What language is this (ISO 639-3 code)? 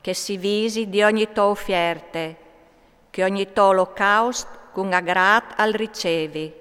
fur